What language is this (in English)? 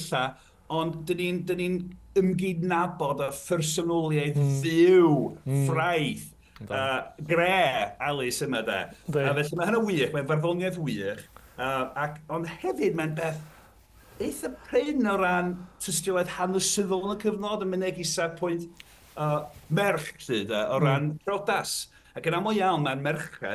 Welsh